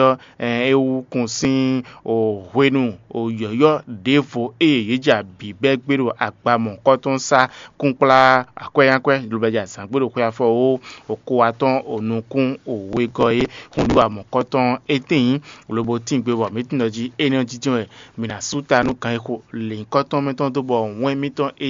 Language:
Fon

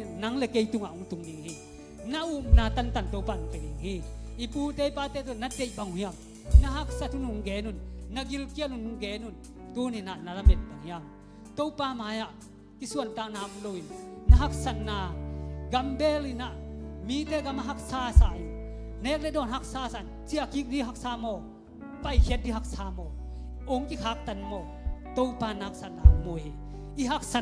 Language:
Tedim Chin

